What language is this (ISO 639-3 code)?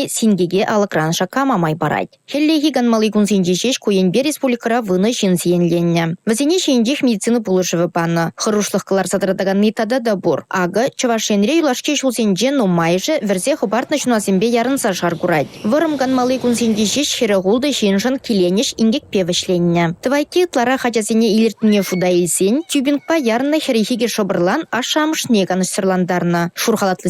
chv